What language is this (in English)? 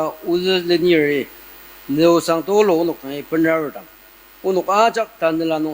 Ao Naga